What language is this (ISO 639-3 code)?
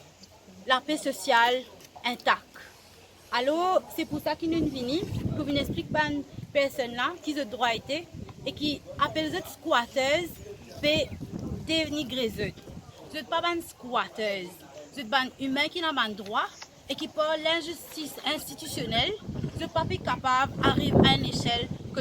mfe